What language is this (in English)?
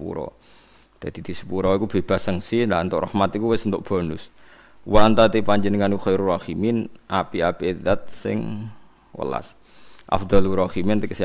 Javanese